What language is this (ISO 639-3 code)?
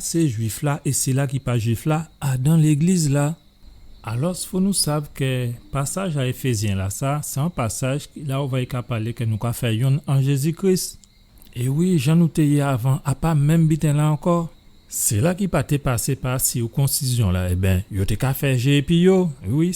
gcf